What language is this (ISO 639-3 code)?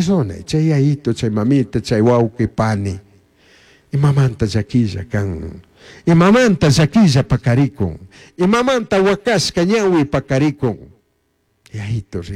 qug